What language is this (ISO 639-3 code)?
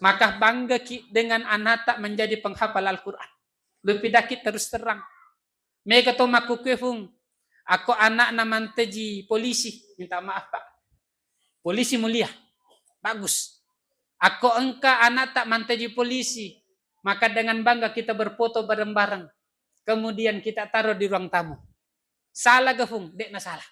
bug